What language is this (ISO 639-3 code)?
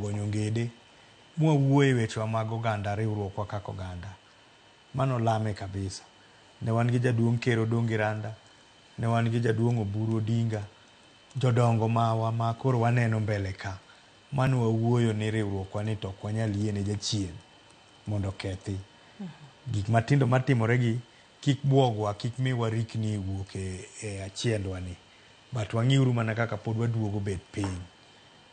luo